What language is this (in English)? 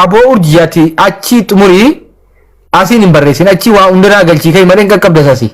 Oromo